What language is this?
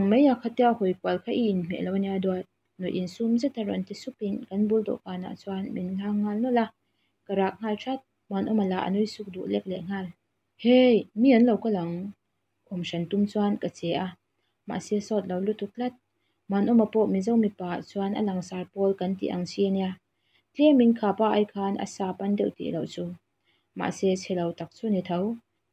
Mizo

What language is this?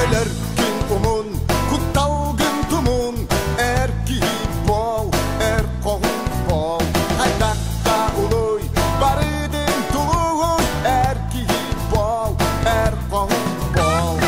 Yakut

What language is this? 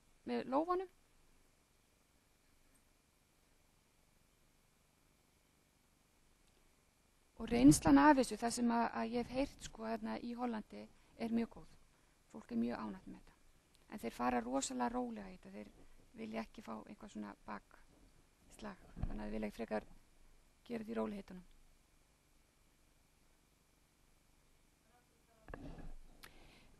Icelandic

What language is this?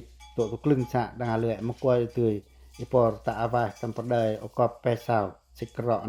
Pacoh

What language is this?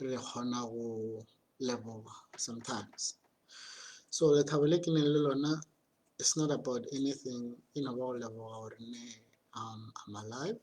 Tswana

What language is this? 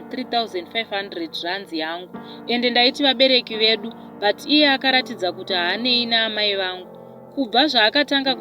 Shona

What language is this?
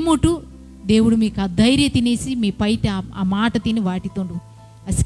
Koya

